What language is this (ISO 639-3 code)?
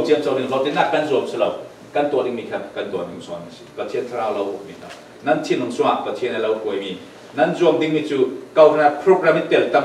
cfm